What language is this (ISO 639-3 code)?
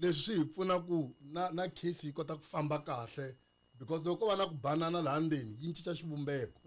tso